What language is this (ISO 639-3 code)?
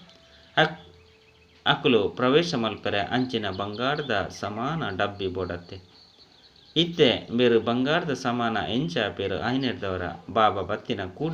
tcy